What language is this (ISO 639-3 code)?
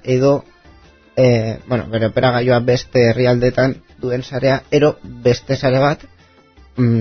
eus